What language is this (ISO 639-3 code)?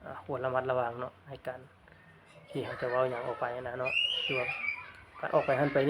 lao